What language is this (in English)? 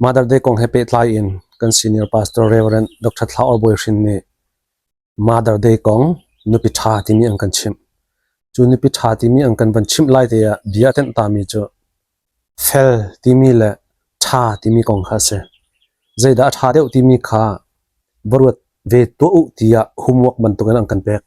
Hakha Chin